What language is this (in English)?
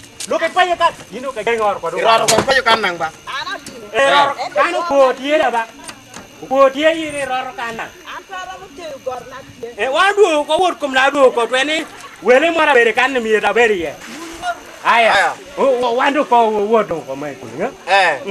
Lango (Uganda)